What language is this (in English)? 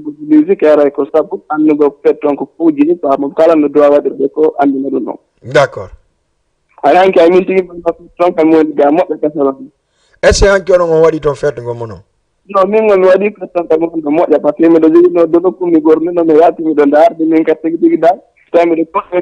Fula